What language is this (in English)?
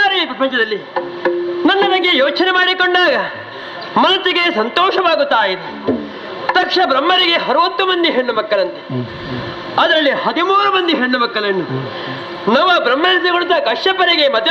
Kannada